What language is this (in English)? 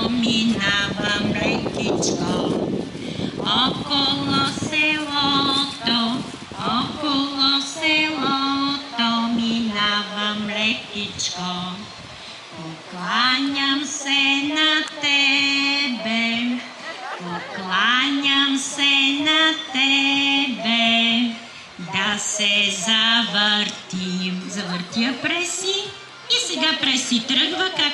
Bulgarian